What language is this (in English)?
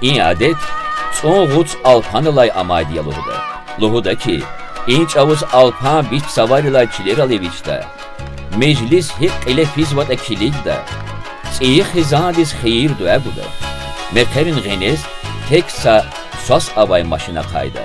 Lezghian